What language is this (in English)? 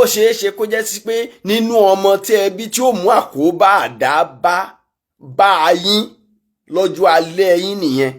Yoruba